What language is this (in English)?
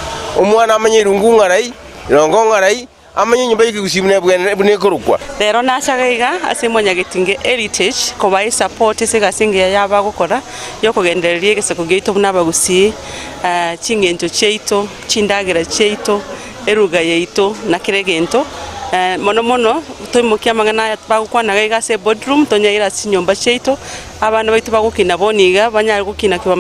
Gusii